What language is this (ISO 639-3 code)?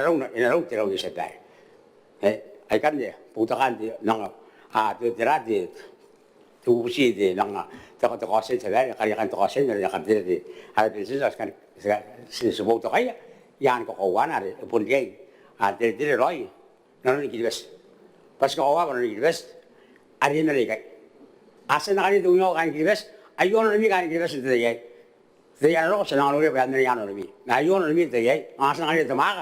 gil